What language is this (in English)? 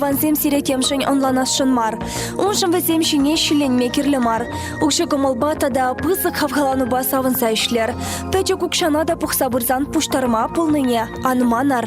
Chuvash